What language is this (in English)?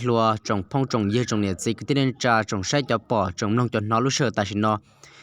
Hmong